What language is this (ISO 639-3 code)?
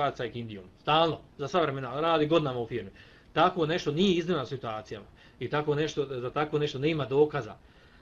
bos